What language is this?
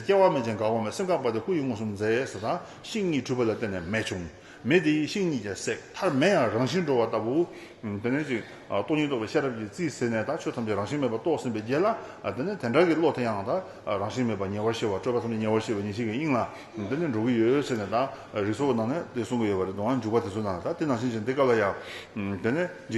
Tibetan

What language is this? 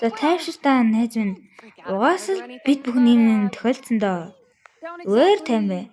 Mongolian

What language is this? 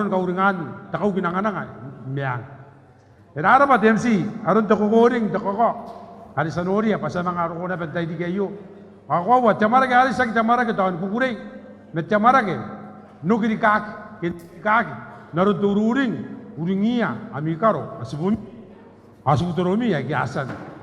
Gilbertese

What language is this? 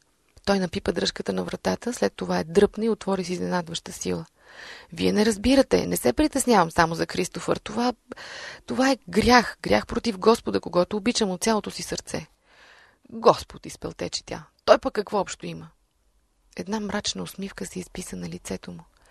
Bulgarian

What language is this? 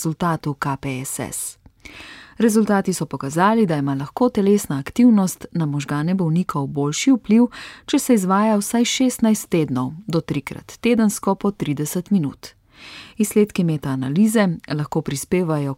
Slovenian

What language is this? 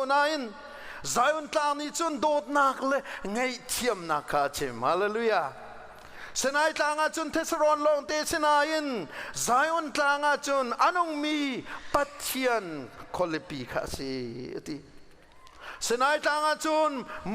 Hakha Chin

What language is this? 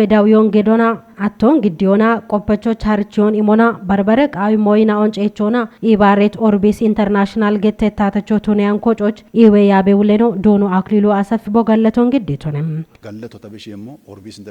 Kafa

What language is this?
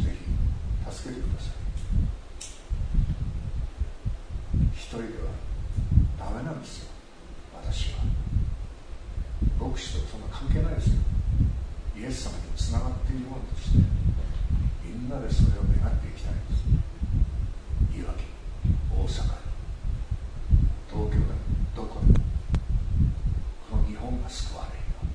Japanese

